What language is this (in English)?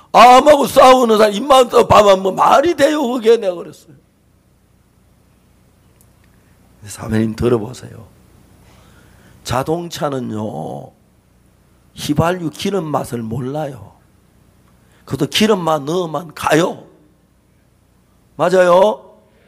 Korean